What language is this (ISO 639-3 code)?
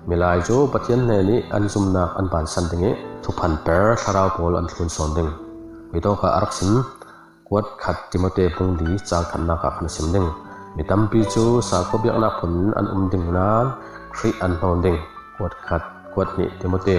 cfm